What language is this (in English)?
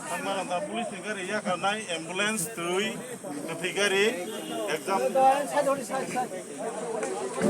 Kok Borok